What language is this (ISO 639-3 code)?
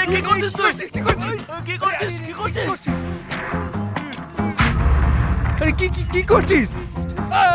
ben